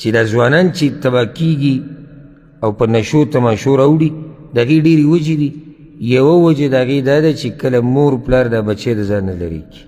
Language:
Pashto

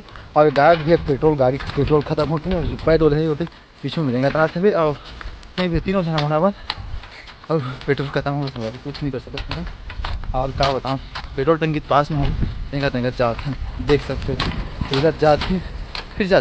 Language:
Chhattisgarhi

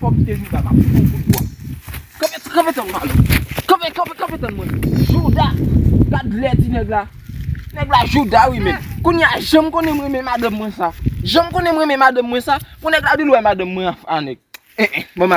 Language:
Haitian Creole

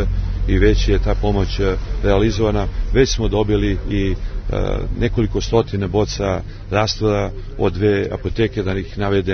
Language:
Serbian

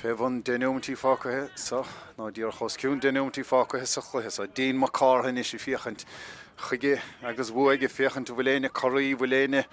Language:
Irish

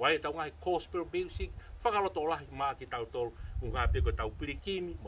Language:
Tongan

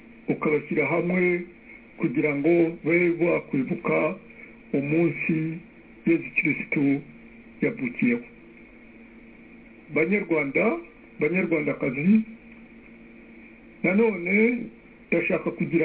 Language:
Kinyarwanda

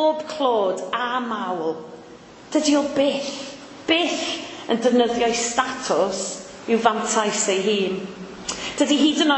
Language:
Welsh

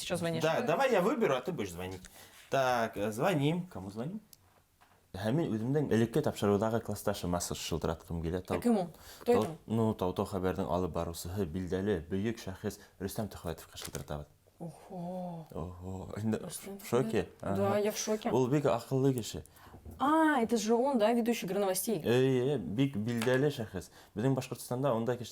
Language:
Bashkir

